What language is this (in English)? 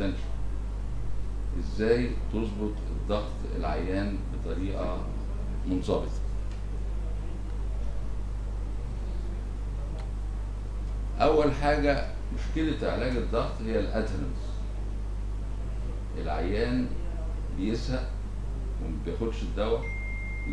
Egyptian Arabic